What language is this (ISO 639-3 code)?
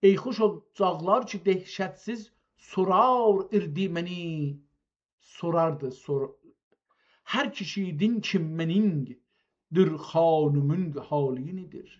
azb